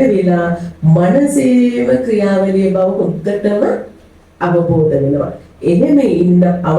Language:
Sinhala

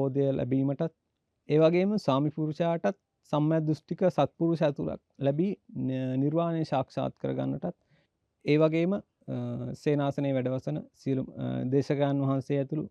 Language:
Sinhala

